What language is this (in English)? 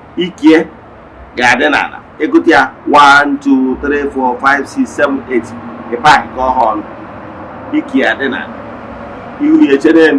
Igbo